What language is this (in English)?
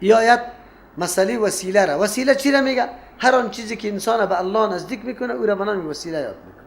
Persian